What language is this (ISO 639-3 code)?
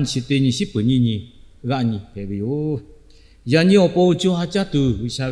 lhu